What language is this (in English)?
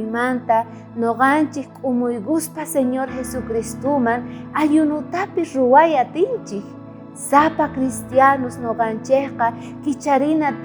South Bolivian Quechua